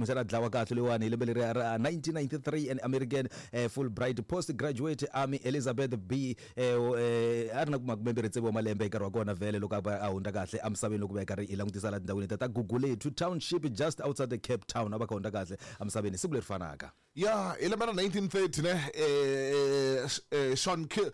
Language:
Tsonga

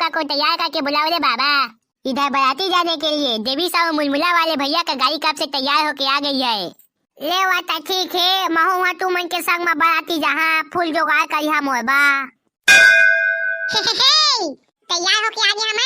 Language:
Chhattisgarhi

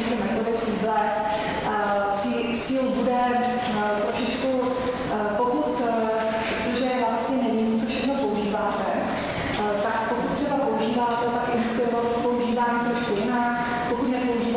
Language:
Czech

